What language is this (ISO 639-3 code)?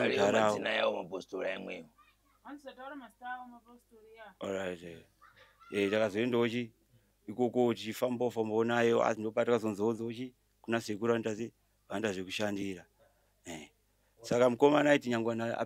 sna